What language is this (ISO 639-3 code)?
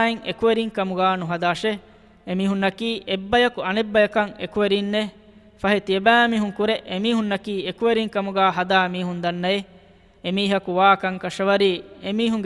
div